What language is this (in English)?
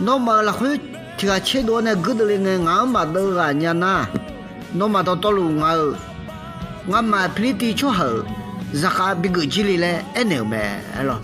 Akha